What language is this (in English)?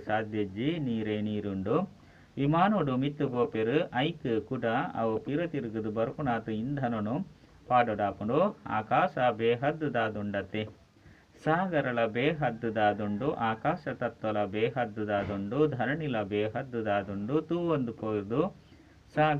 Tulu